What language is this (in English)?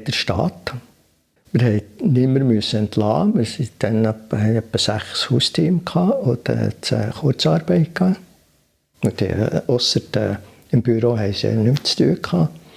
Swiss German